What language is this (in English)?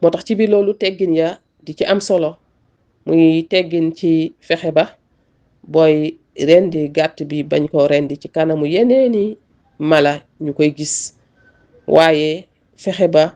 Wolof